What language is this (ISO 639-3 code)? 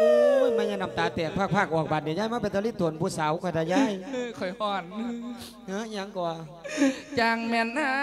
lao